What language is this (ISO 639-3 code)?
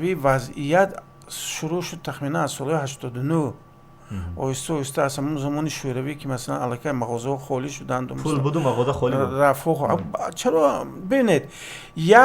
tgk